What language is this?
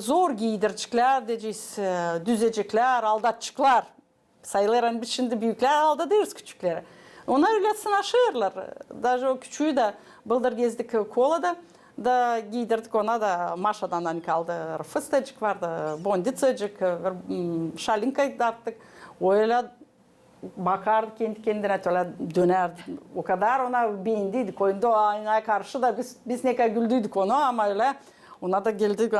Gagauz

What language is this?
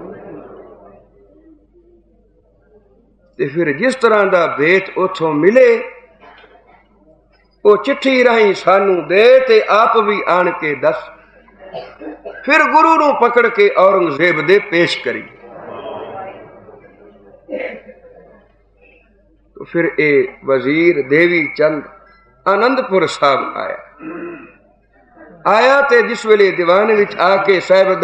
Punjabi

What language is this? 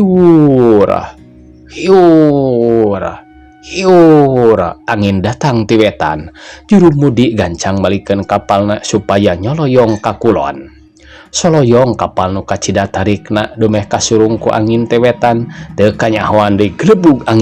Sundanese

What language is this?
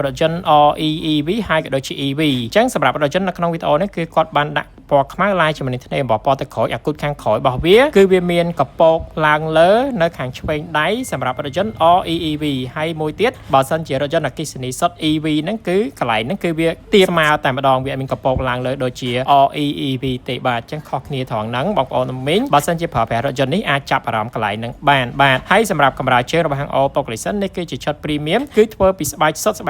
Khmer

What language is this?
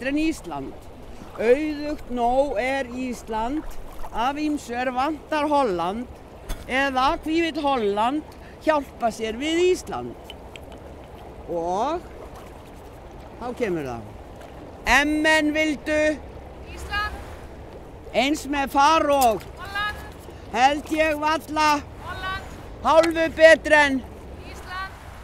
Icelandic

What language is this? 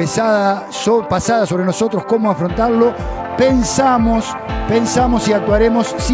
Spanish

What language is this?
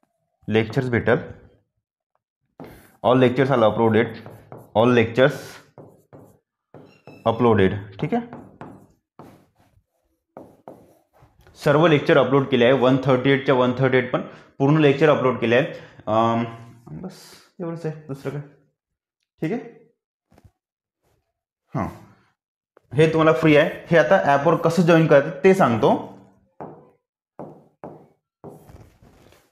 Marathi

